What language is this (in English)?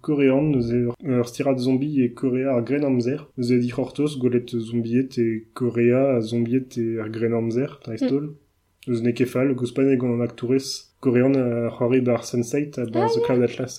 Breton